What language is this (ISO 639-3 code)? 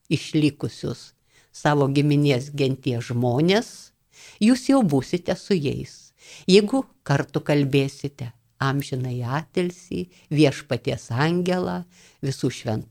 lit